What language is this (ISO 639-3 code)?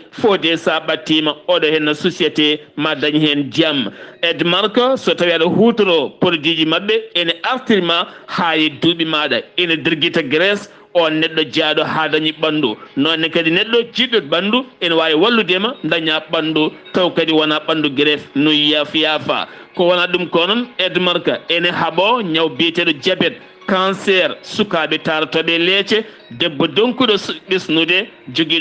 ful